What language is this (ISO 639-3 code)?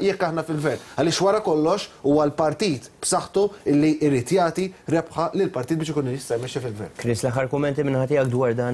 mlt